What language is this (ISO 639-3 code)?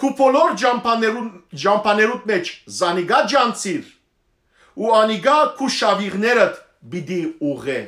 hyw